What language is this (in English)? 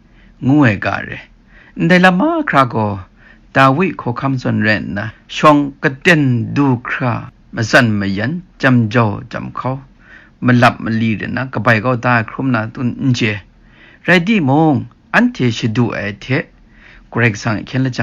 Kachin